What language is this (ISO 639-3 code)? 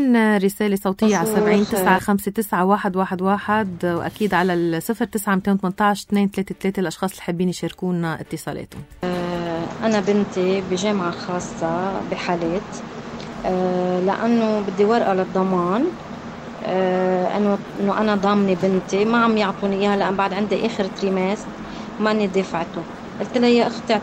apc